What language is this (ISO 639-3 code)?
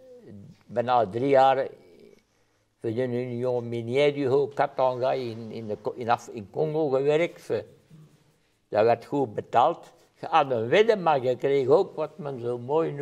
nld